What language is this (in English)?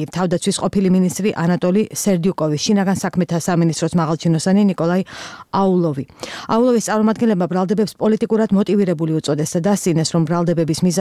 Georgian